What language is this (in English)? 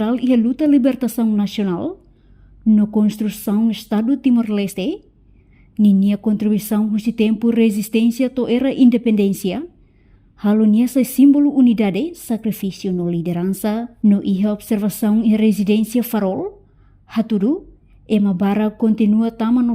Tetum